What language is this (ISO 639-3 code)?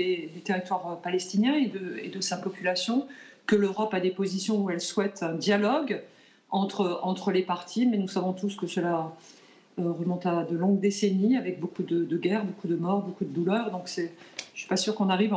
fra